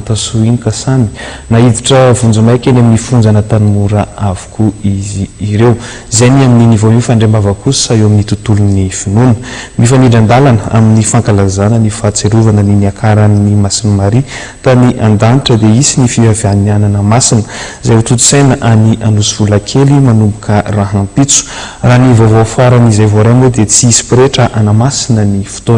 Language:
Malagasy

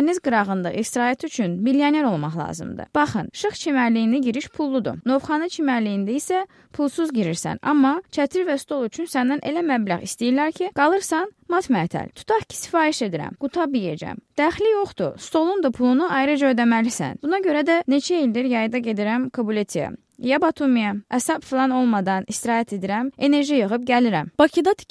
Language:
Azerbaijani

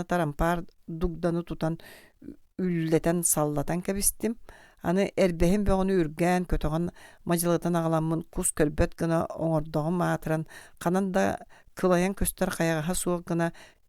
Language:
Yakut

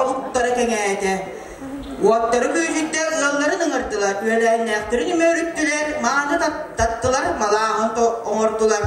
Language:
Yakut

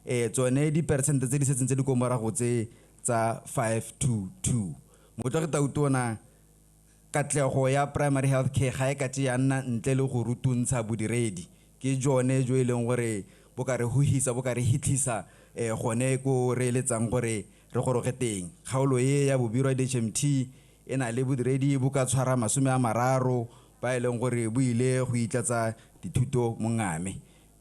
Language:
Tswana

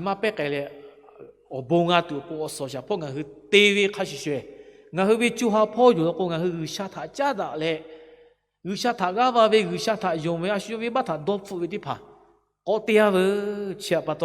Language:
Lahu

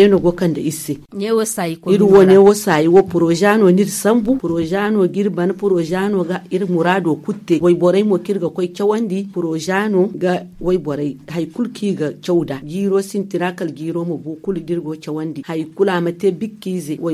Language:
Zarma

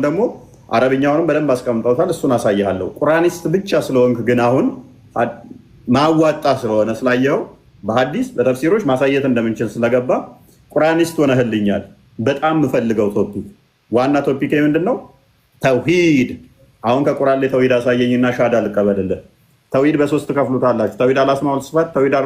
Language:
Amharic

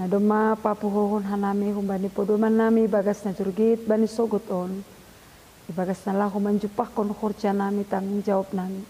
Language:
Batak Simalungun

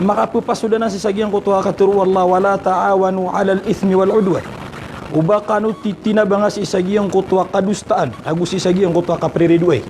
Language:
Maranao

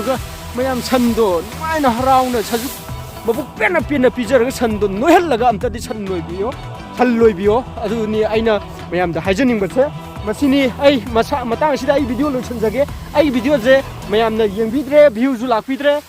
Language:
Manipuri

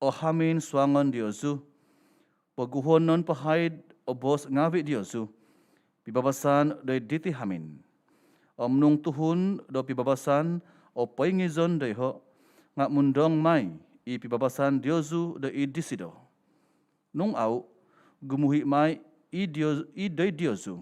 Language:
Central Dusun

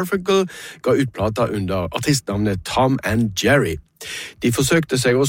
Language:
Norwegian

